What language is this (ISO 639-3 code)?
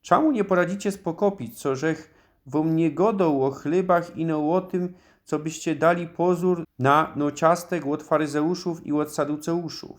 szl